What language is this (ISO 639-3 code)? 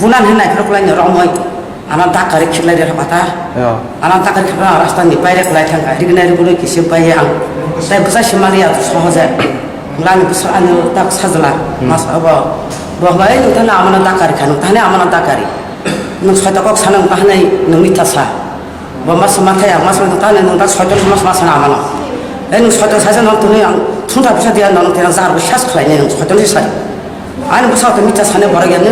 trp